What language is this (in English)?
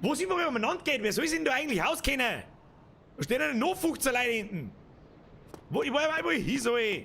Bavarian